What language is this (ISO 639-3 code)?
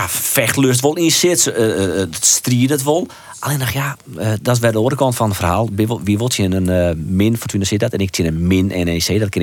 fry